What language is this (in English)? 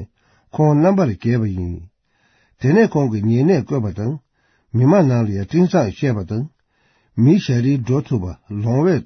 Tibetan